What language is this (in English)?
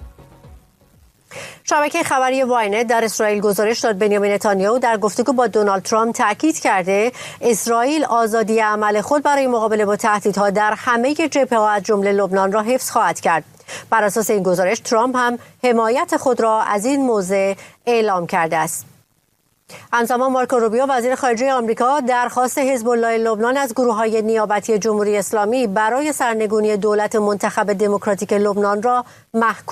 Persian